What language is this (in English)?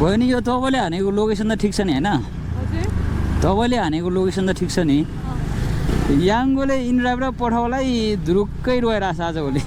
Nepali